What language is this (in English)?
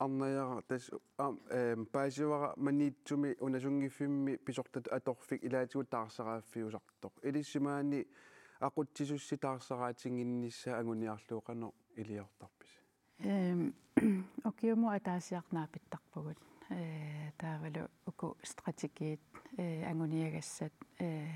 Kalaallisut